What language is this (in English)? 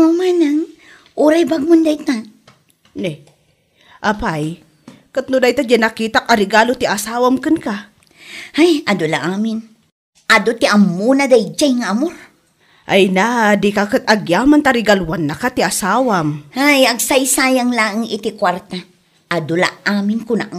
Iloko